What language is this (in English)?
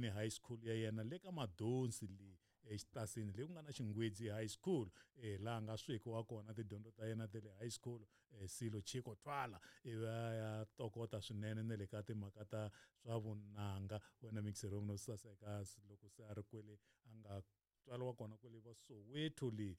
Tsonga